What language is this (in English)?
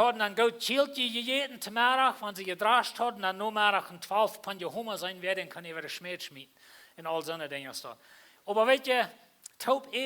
Plautdietsch